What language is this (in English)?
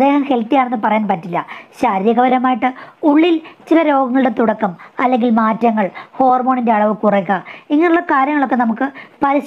Malayalam